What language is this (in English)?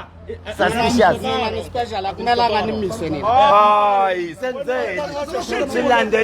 Zulu